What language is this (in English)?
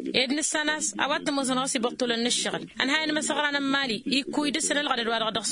Tamasheq